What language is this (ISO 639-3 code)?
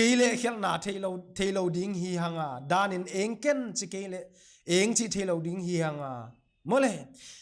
pck